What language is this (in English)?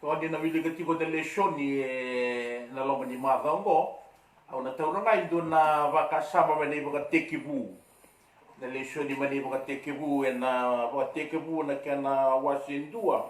Fijian